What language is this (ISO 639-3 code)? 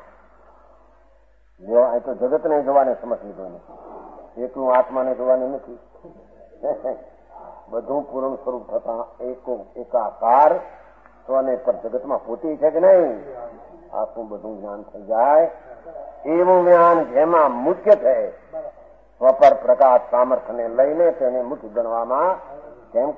guj